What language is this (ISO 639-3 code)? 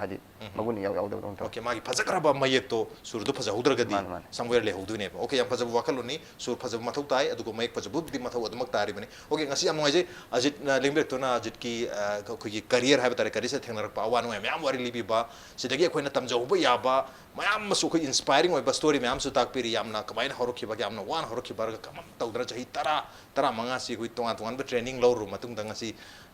mni